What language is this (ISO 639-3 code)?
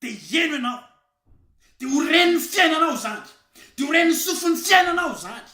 mlg